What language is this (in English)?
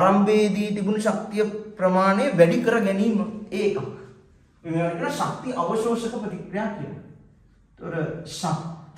Sinhala